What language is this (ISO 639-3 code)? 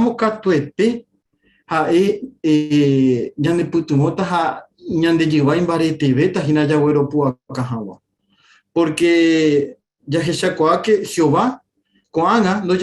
grn